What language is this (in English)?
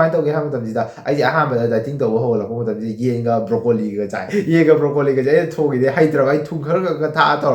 Manipuri